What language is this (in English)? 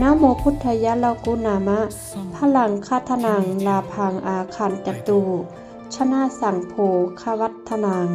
Pali